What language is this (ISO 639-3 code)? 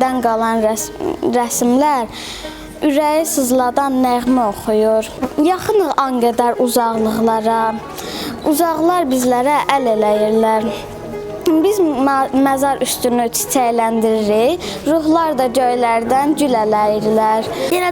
aze